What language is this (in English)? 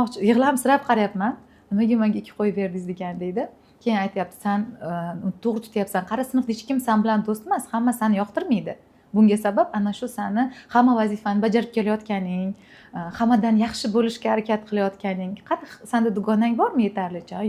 Uzbek